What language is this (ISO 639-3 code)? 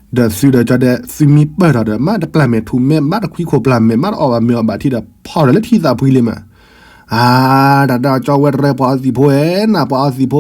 ksw